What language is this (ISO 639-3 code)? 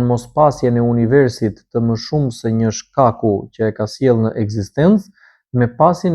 sqi